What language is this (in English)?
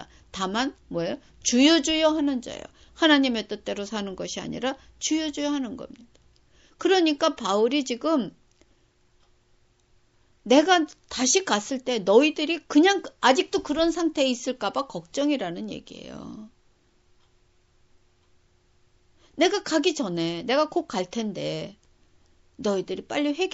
Korean